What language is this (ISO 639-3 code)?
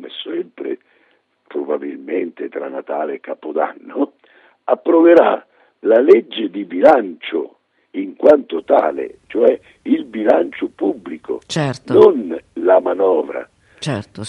ita